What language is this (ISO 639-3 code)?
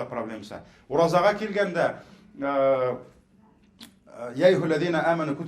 tat